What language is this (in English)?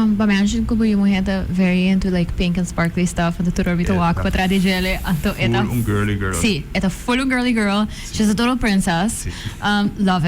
Papiamento